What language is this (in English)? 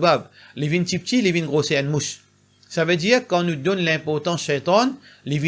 Morisyen